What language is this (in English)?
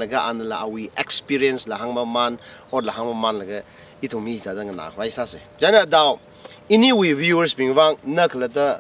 Tangkhul Naga (India)